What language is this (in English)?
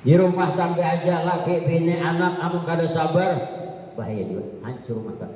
Banjar